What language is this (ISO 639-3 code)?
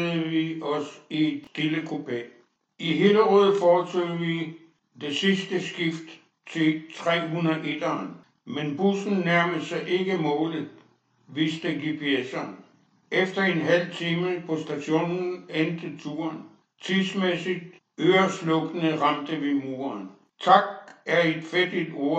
dan